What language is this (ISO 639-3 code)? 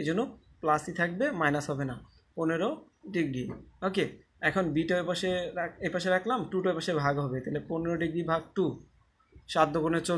ben